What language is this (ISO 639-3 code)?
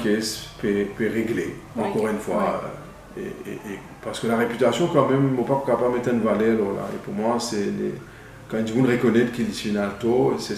mfe